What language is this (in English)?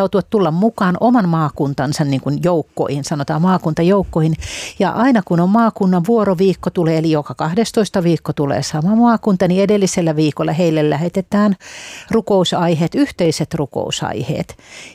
Finnish